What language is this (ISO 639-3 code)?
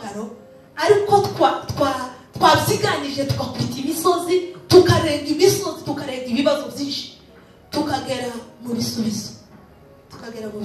kin